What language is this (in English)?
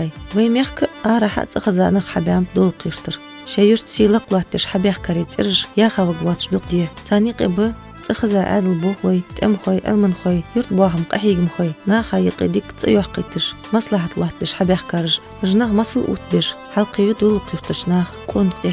Ingush